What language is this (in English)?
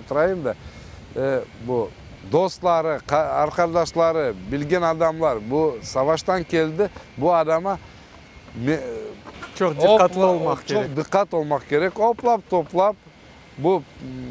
Crimean Tatar